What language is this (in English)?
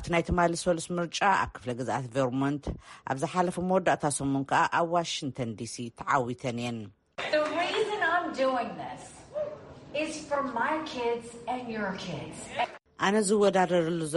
Tigrinya